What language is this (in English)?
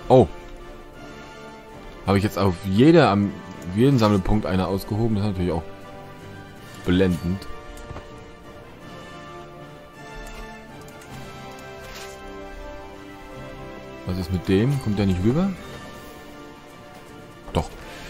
German